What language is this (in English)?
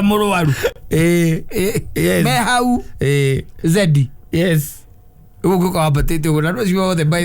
Kikuyu